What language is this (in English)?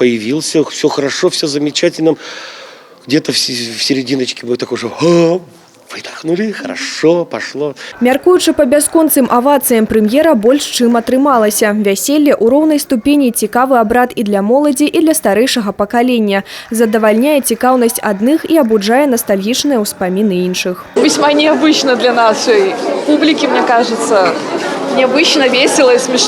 Belarusian